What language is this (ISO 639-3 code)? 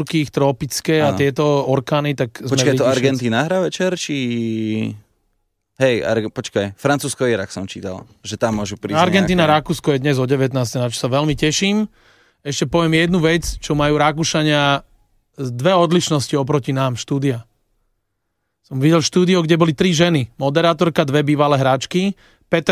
slk